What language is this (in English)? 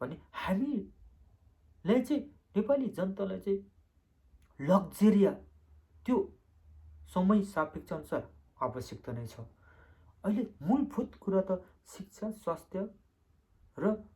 Nepali